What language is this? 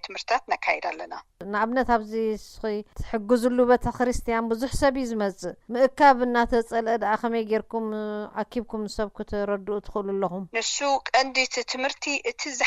Tigrinya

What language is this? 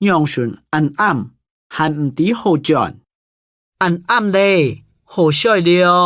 Hakka Chinese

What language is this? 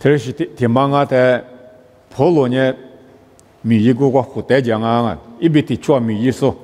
Lisu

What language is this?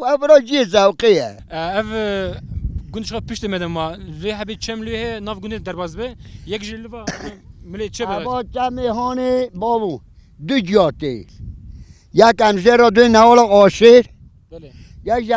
Zaza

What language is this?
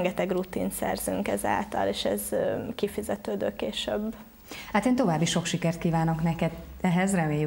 Hungarian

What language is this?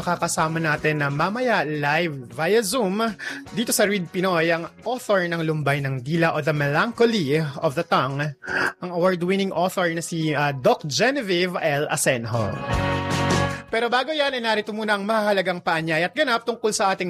Filipino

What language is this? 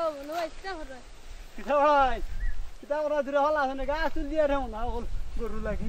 Sylheti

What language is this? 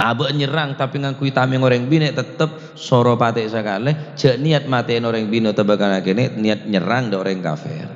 Madurese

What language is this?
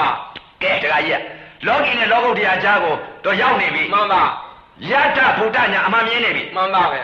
Burmese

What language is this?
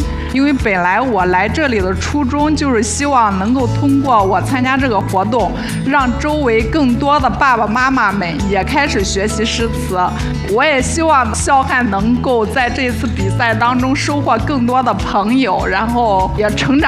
Chinese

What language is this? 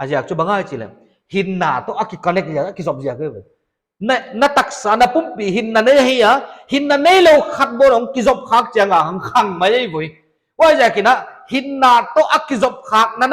Paite Chin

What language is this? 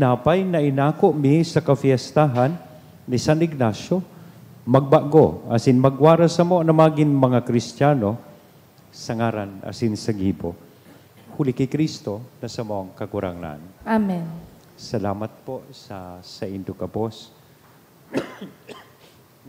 Bikol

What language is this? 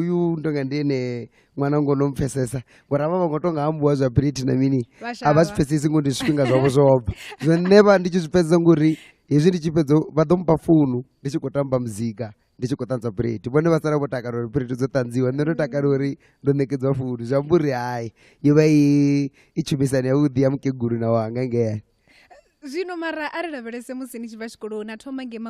Venda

